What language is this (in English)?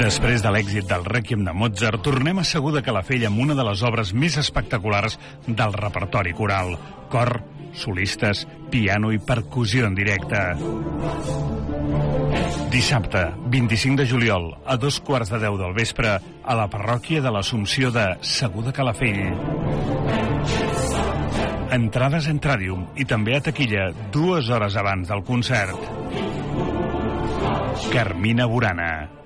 Catalan